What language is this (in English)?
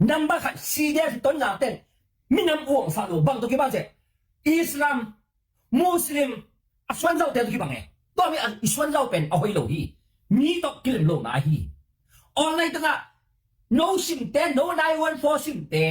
Tedim Chin